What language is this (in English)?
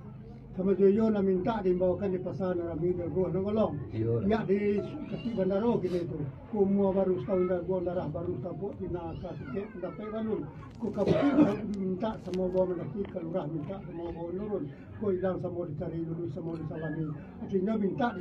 Minangkabau